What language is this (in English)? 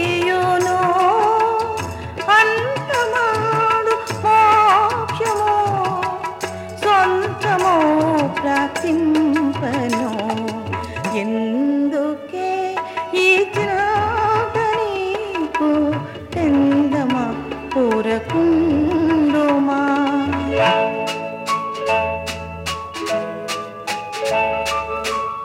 Telugu